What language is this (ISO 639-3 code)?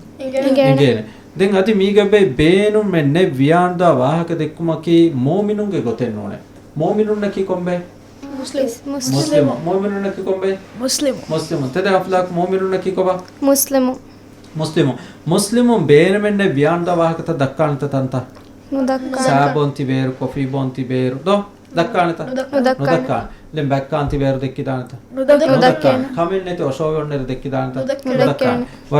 div